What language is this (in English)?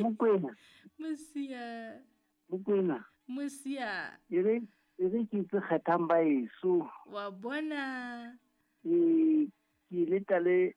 Southern Sotho